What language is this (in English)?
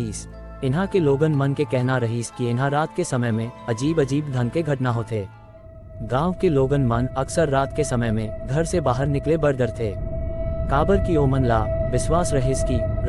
Chhattisgarhi